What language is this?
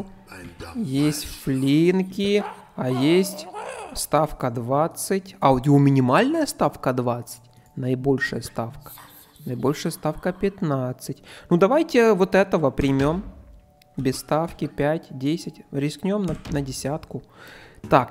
Russian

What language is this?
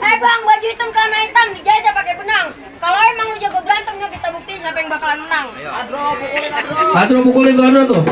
Betawi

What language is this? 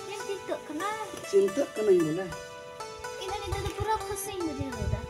Santali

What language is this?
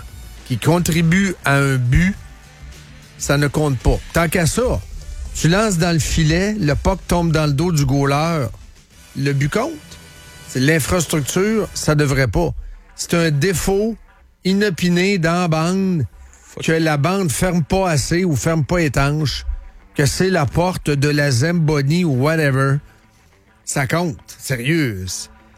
French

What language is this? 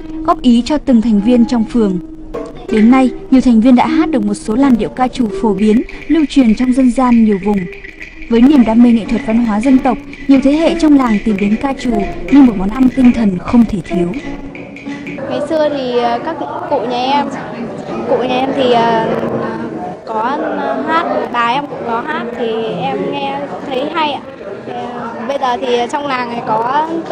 Vietnamese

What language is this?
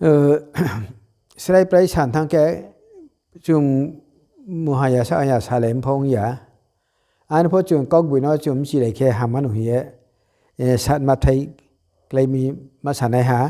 Riang (India)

